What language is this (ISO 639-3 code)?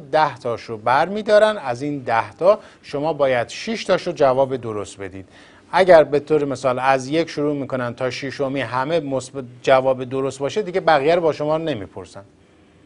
fas